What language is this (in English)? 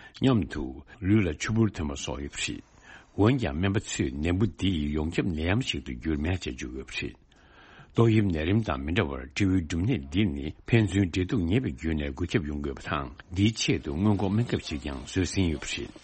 Tibetan